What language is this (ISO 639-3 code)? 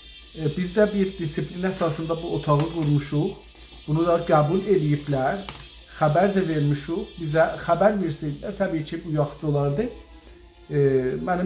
azb